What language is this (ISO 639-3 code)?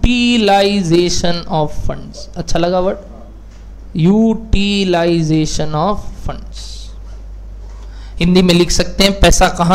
hin